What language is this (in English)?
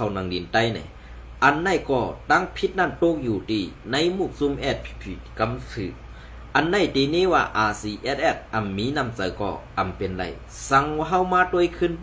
Shan